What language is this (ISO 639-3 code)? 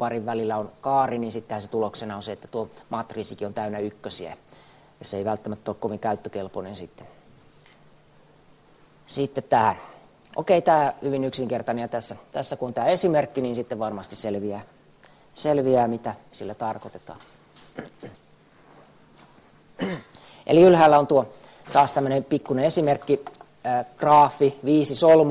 fin